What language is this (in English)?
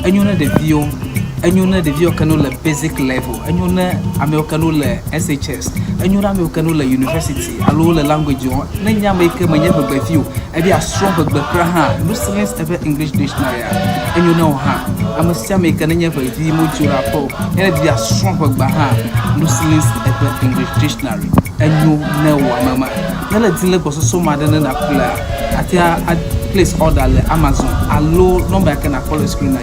Ewe